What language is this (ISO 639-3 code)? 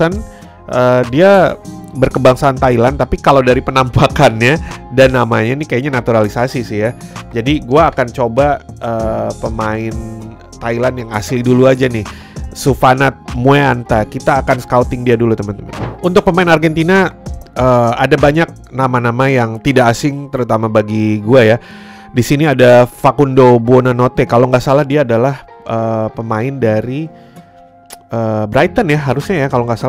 ind